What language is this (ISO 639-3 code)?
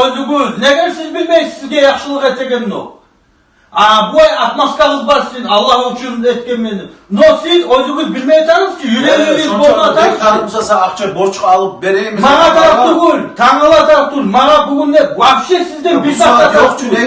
kum